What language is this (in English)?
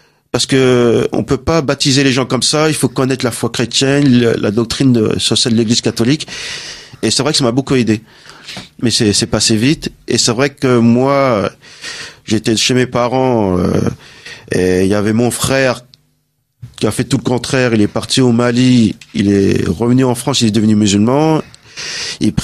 French